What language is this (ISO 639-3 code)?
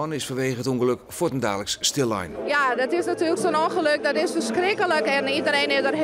fry